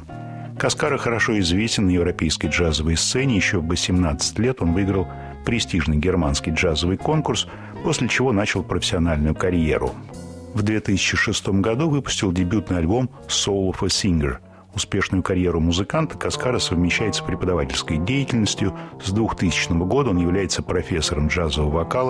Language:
Russian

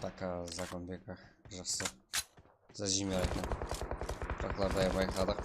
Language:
Kara-Kalpak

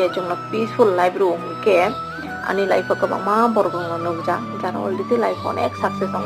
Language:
Kok Borok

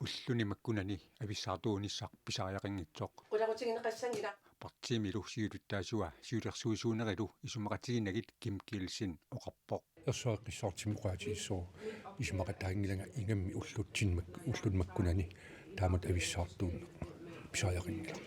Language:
Kalaallisut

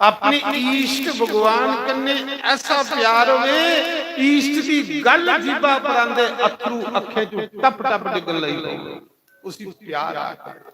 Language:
Dogri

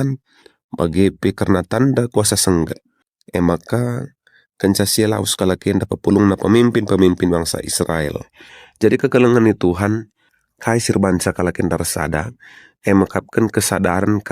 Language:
Batak Karo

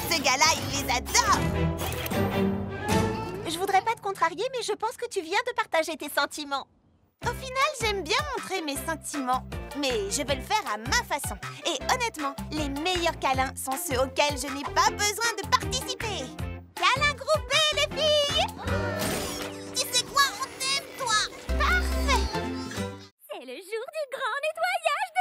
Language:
French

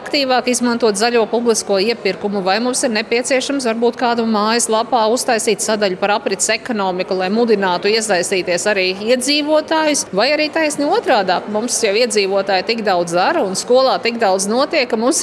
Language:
Latvian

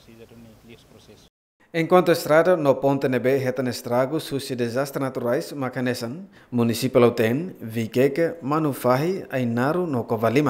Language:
Tetum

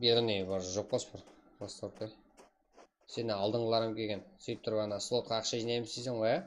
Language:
Kara-Kalpak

